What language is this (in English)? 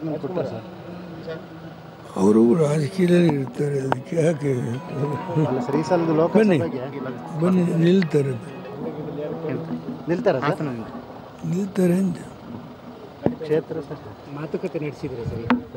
Kannada